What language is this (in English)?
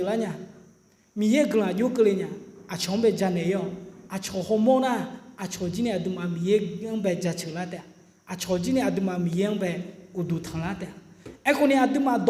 Akha